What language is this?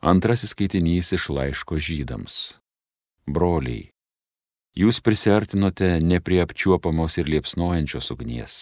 Lithuanian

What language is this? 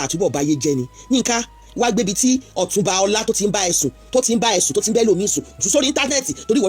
Yoruba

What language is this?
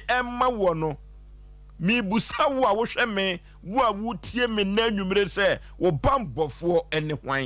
Akan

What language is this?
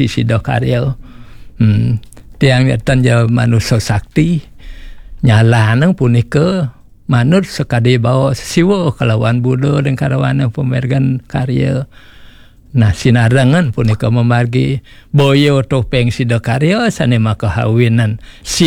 Balinese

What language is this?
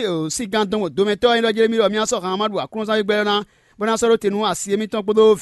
Fon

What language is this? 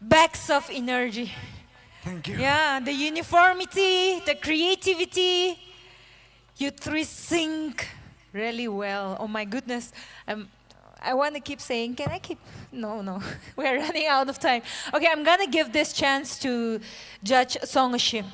Tangkhul Naga (India)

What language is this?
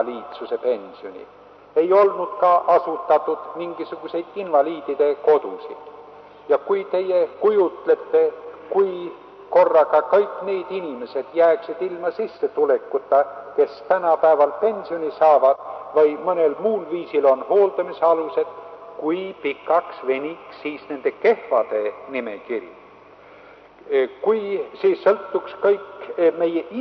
Estonian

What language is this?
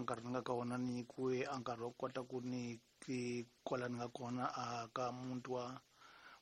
Tsonga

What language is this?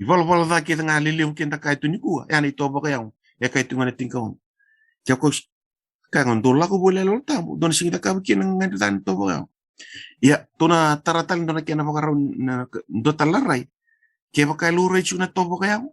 Fijian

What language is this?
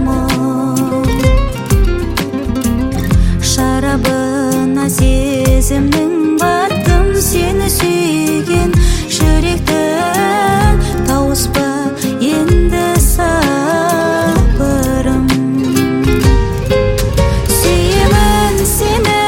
Kazakh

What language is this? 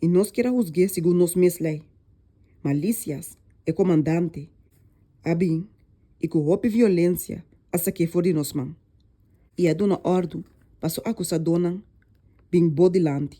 Papiamento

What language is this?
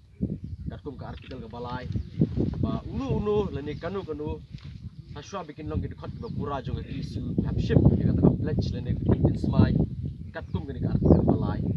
Khasi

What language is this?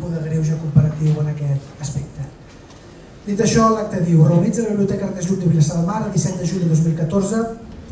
Catalan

